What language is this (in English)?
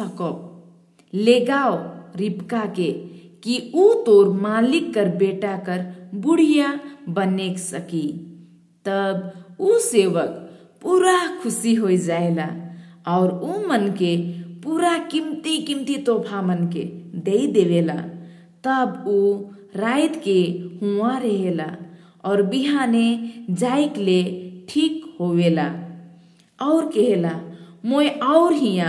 Sadri